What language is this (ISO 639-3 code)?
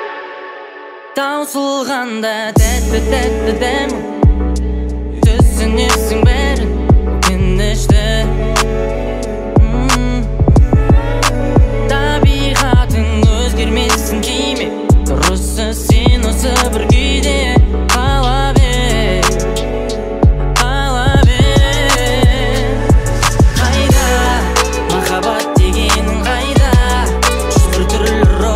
kaz